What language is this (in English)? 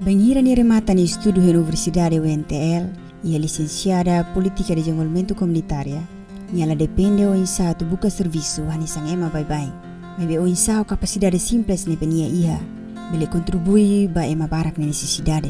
Tetum